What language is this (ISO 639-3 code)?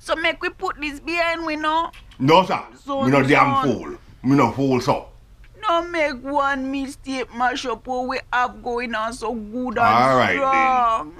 jam